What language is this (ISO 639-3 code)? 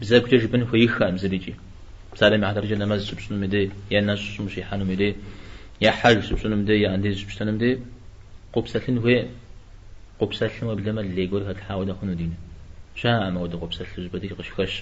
kbd